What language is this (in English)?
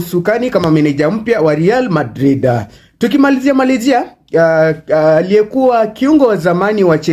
Swahili